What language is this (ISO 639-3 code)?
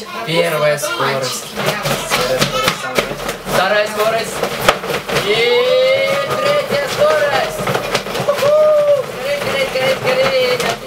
rus